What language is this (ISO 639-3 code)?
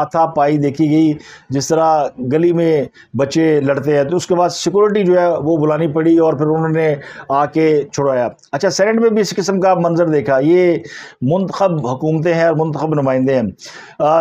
urd